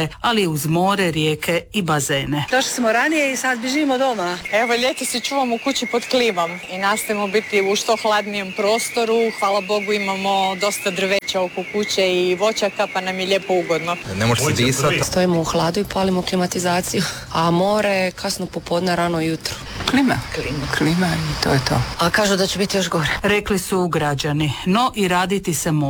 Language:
Croatian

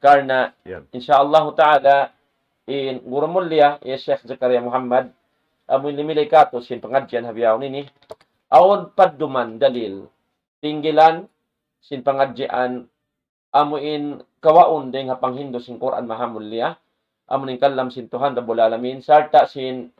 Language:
Tausug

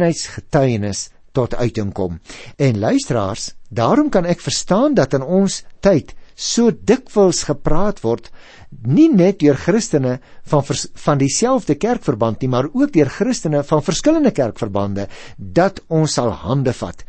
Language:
Afrikaans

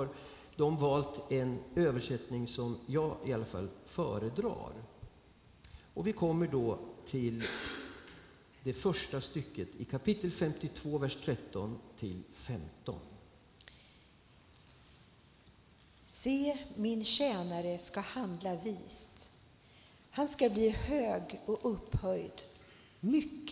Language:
Swedish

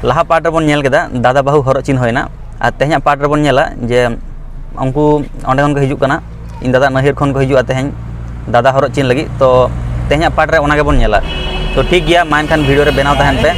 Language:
Santali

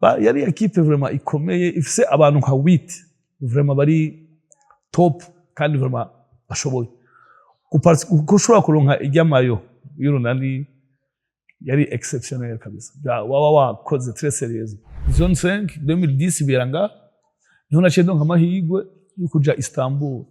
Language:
Rundi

